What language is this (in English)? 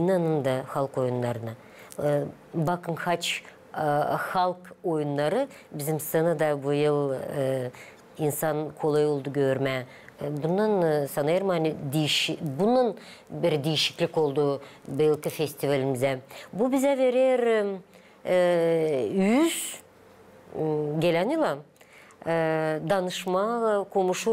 Gagauz